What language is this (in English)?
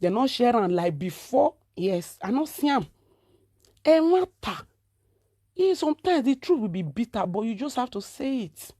Nigerian Pidgin